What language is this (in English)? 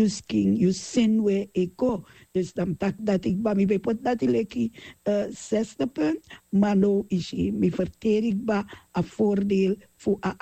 Sranan Tongo